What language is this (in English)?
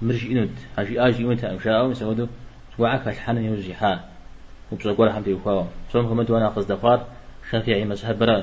Kabardian